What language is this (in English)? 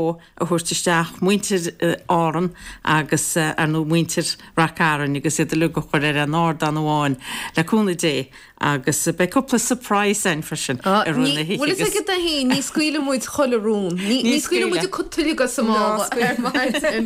Irish